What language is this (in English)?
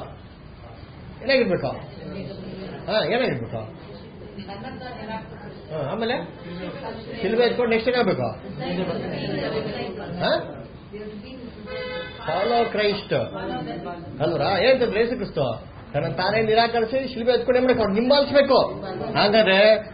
Kannada